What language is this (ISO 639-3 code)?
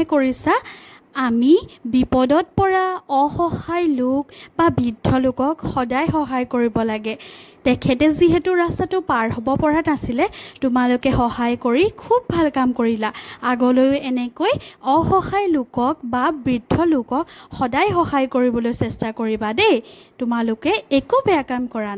asm